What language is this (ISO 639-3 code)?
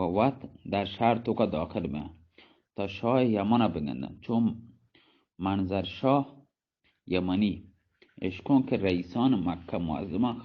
bal